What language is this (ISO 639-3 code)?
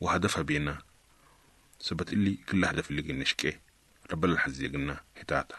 apd